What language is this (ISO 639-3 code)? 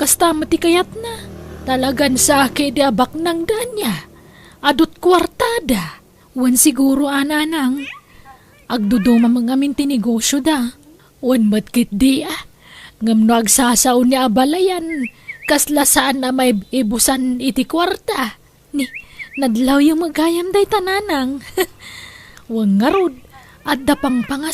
ilo